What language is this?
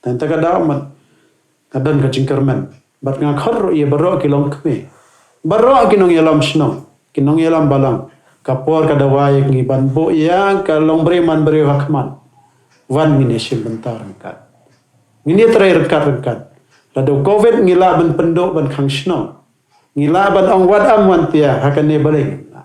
Khasi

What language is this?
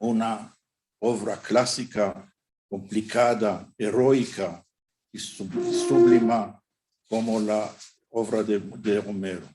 Ladino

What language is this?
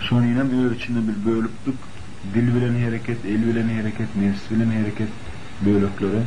Turkmen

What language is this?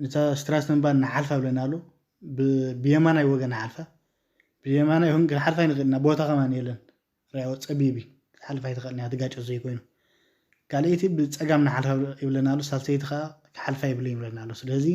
Tigrinya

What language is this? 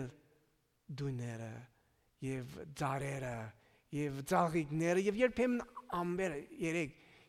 Armenian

